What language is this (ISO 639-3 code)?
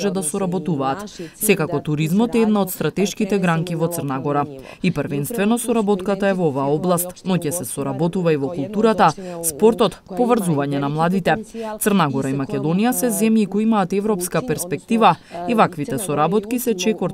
mkd